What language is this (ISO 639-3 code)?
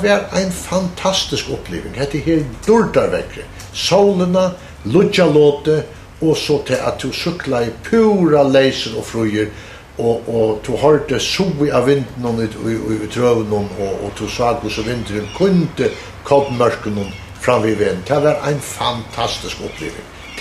fao